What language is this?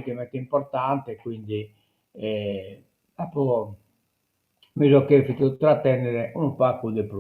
Sardinian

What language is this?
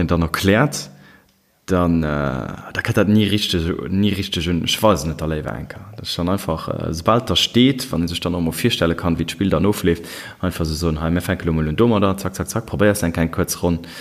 Luxembourgish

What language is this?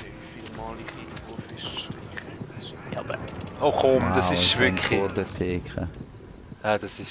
Swiss German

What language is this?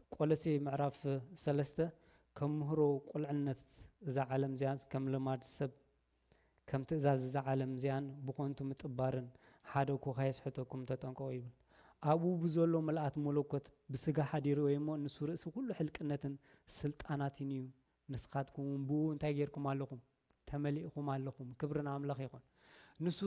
Tigrinya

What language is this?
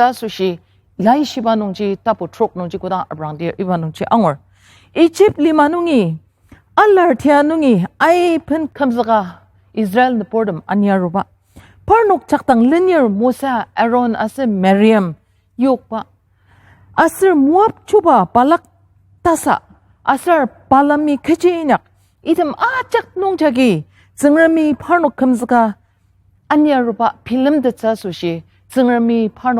Ao Naga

